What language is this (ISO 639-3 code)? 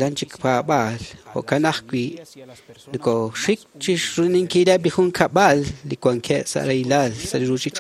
kek